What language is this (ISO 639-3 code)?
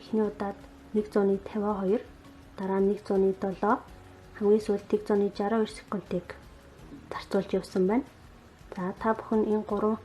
mon